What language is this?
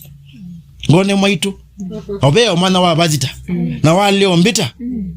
Kamba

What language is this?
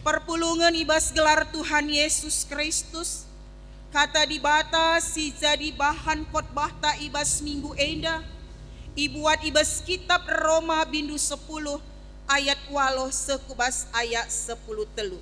Batak Karo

